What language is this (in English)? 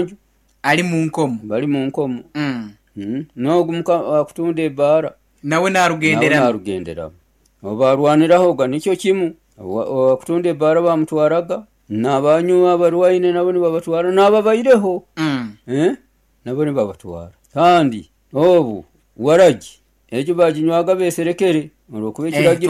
Nyoro